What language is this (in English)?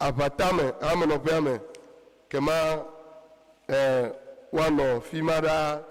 Ewe